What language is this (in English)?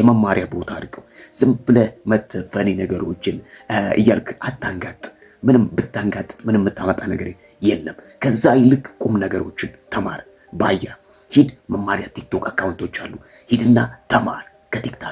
Amharic